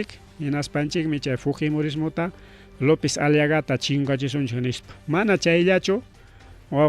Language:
Ayacucho Quechua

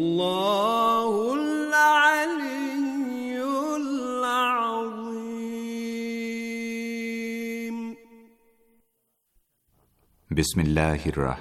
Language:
Bangla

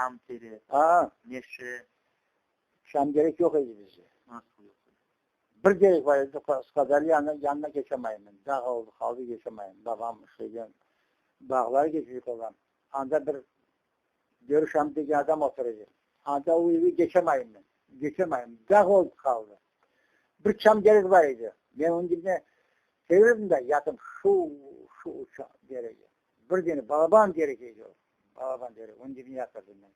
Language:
Crimean Tatar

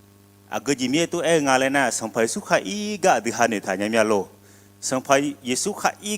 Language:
Akha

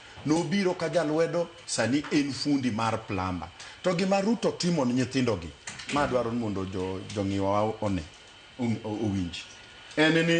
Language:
Luo (Kenya and Tanzania)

